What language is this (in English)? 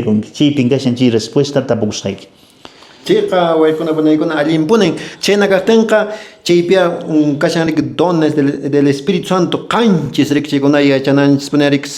Quechua